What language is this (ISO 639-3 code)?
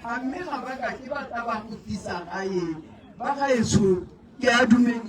tsn